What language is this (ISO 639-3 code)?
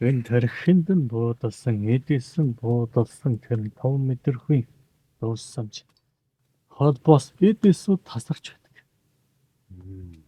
mon